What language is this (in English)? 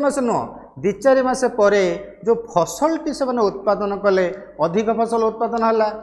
Odia